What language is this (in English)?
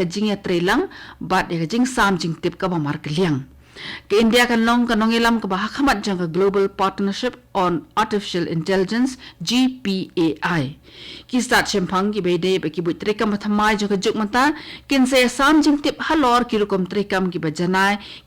Khasi